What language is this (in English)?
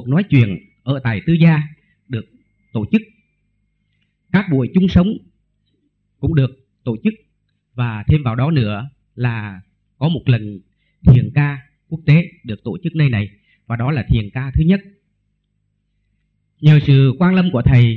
Vietnamese